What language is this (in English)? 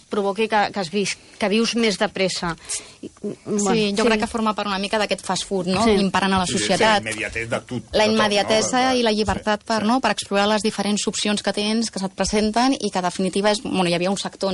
Catalan